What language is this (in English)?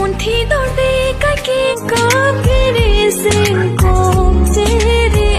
Karbi